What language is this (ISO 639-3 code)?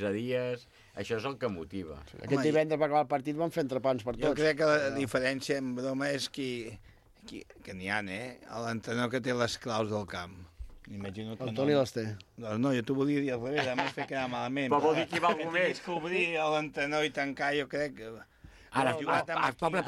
cat